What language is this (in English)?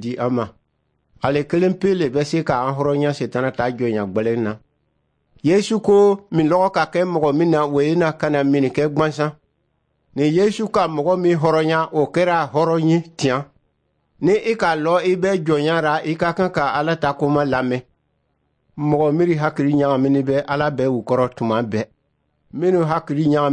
Dyula